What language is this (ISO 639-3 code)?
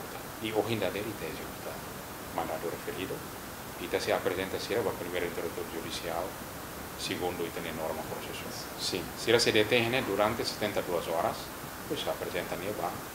tet